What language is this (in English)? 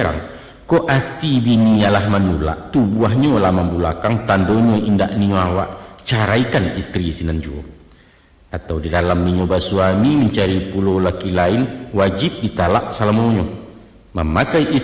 Minangkabau